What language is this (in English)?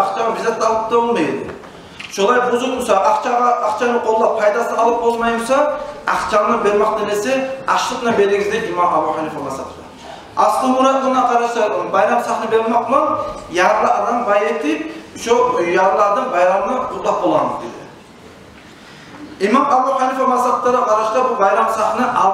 Kumyk